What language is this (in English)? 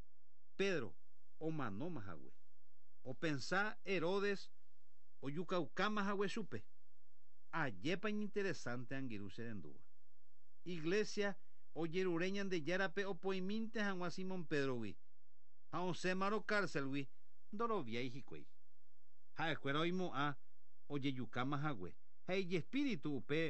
Guarani